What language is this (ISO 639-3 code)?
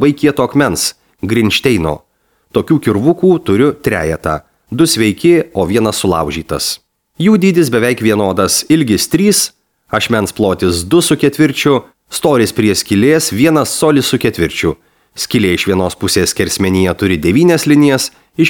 lit